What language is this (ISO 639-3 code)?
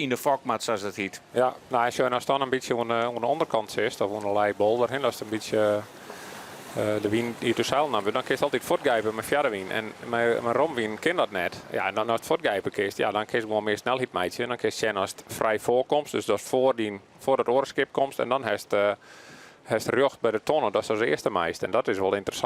fry